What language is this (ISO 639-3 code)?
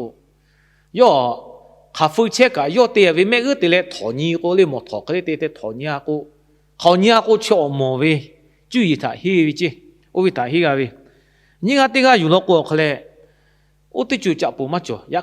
lhu